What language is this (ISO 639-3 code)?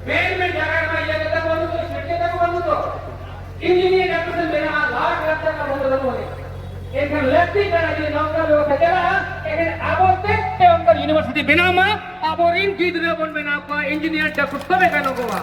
sat